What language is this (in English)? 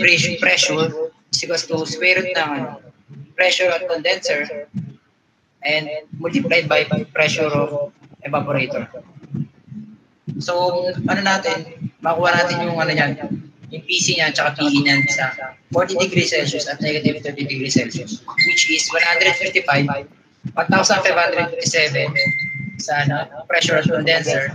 Filipino